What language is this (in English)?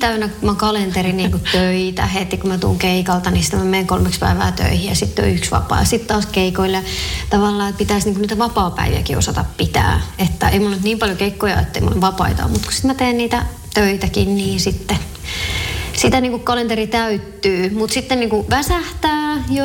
Finnish